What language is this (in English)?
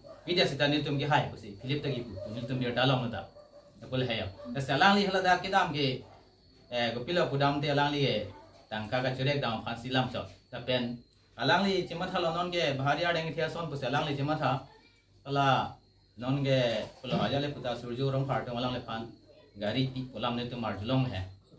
Karbi